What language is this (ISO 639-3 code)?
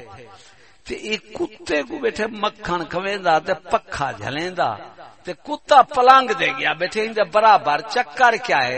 skr